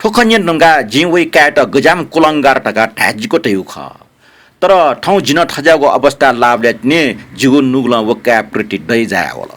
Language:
Newari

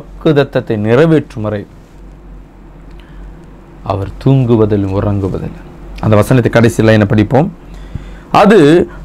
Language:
Tamil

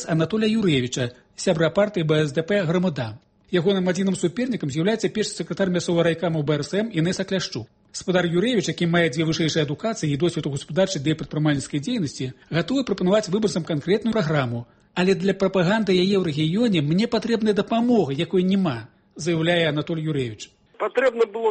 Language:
Belarusian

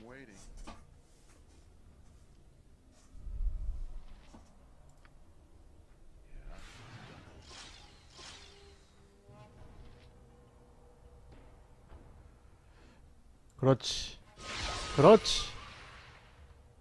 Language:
Korean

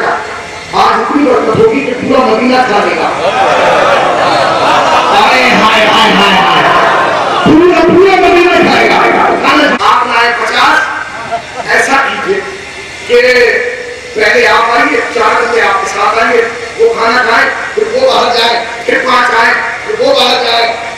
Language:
Urdu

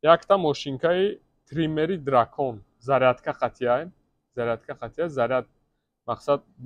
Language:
Tajik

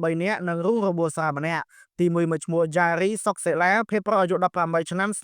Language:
Khmer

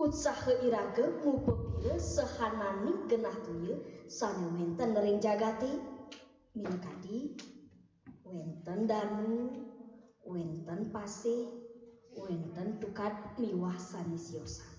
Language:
Balinese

